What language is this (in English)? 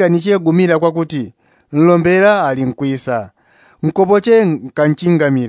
Yao